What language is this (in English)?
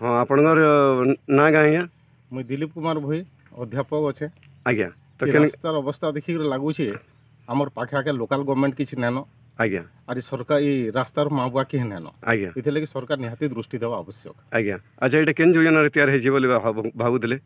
Sambalpuri